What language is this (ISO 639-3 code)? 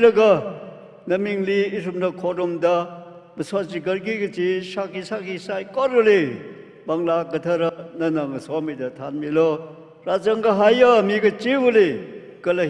nmf